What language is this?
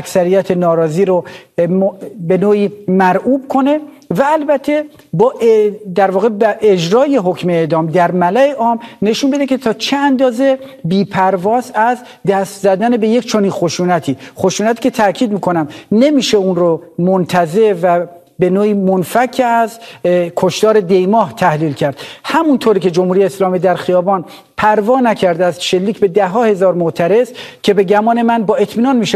Persian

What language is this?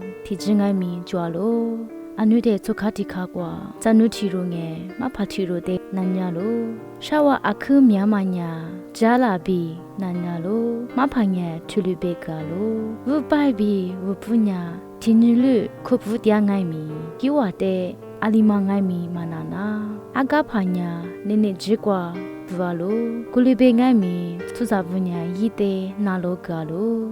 Lisu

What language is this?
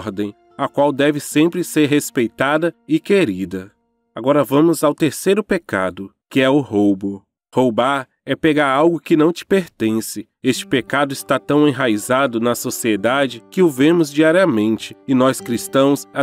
Portuguese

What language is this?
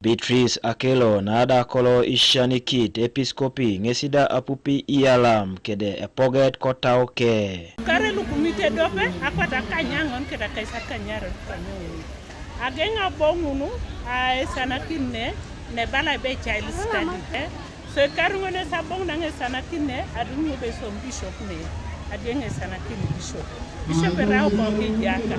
Teso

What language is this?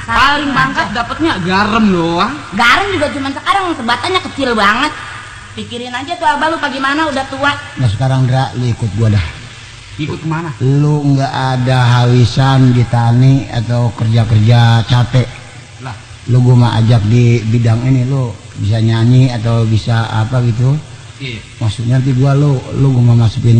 Betawi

